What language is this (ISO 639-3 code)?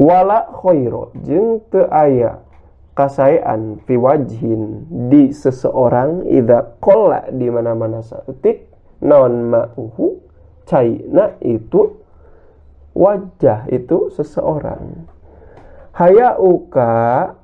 sun